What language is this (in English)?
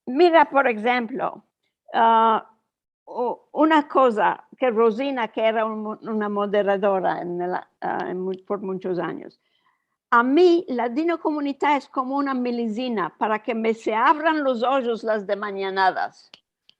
Ladino